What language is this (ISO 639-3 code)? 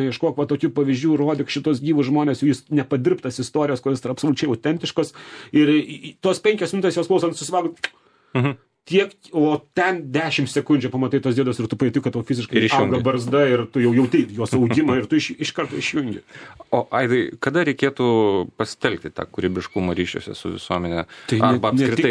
lit